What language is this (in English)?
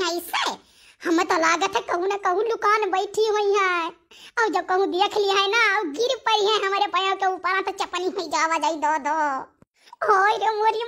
Awadhi